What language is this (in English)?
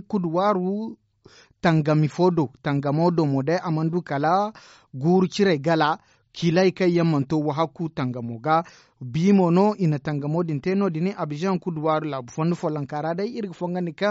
Zarma